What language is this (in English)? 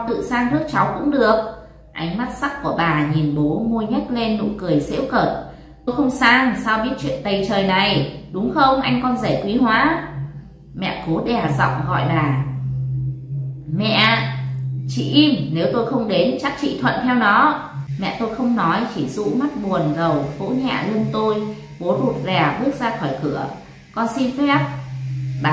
Vietnamese